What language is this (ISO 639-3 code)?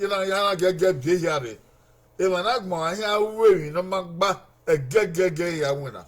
bin